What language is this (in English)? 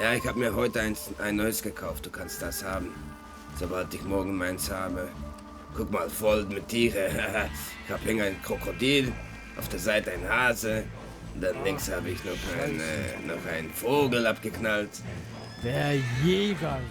Swiss German